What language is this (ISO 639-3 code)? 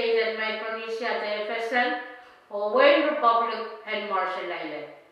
pon